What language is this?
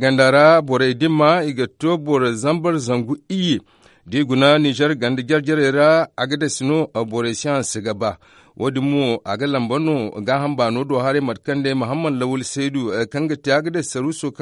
Zarma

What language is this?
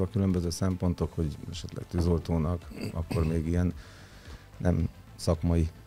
Hungarian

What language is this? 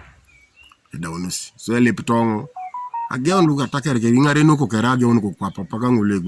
Teso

